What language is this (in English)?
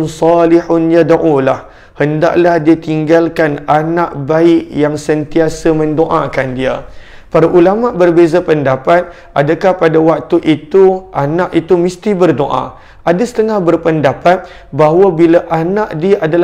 Malay